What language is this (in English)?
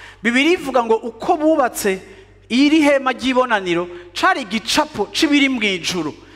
Rundi